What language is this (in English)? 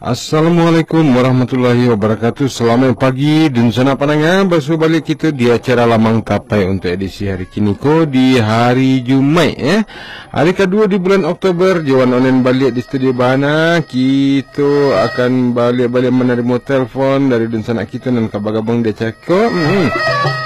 Minangkabau